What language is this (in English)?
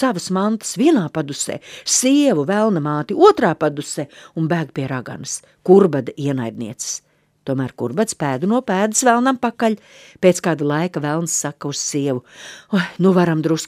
Latvian